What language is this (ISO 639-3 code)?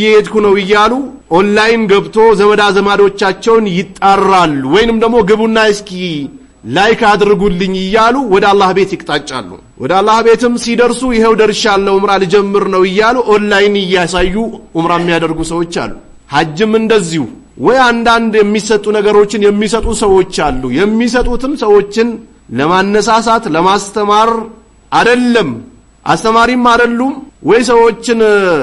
amh